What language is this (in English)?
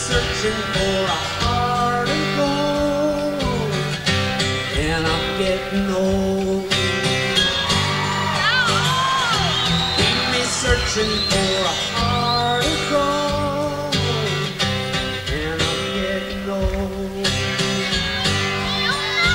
English